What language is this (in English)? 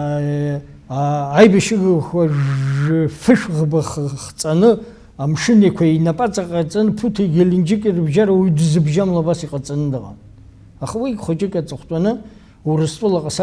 Abkhazian